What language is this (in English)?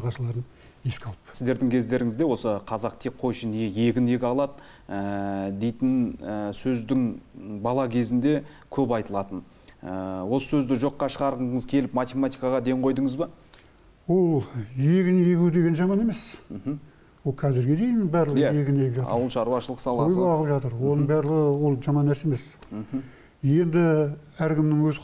Kazakh